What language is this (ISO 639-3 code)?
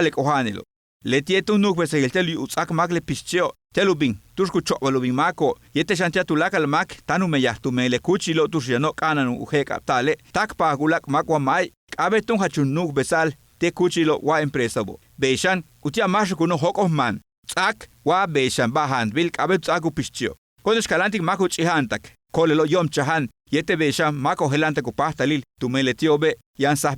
yua